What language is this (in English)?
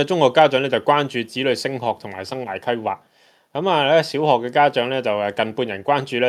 Cantonese